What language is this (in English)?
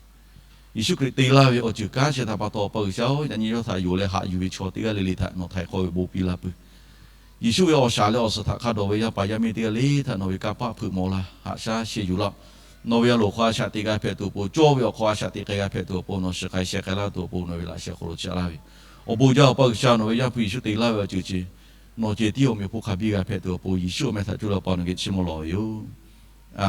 Lahu